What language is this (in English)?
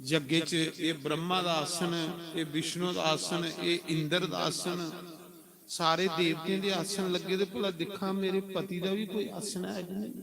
Dogri